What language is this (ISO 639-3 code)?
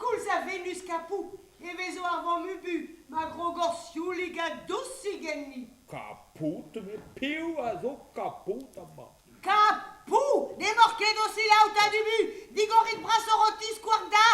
bre